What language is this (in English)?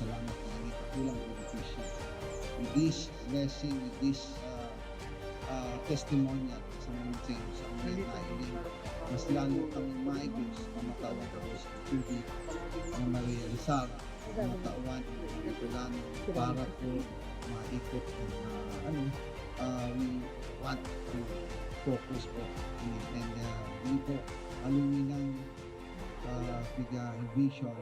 Bikol